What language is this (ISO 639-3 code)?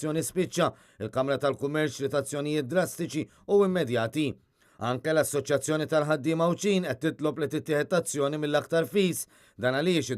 mlt